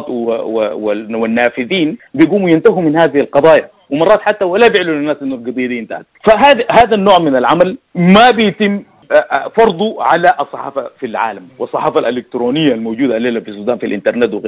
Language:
Sudanese Arabic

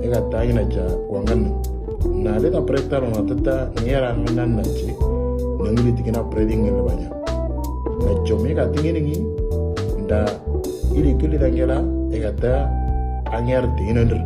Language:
Moro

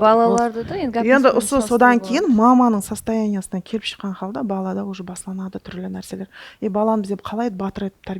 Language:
Kara-Kalpak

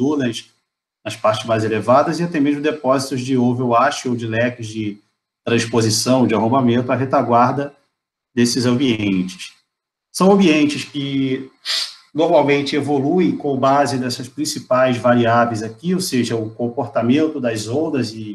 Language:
Portuguese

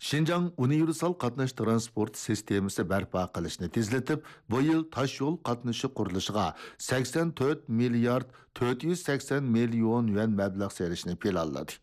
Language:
Uyghur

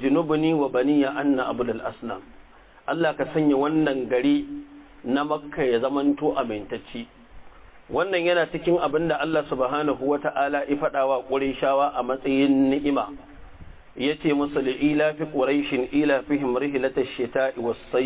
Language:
Hausa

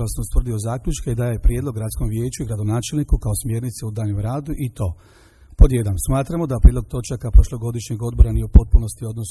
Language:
Croatian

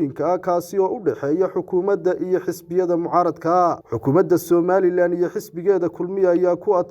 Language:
Somali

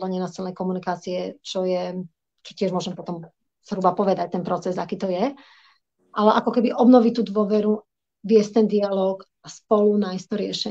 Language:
Slovak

